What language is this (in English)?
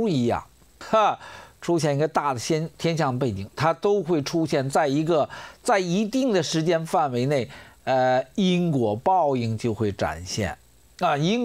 Chinese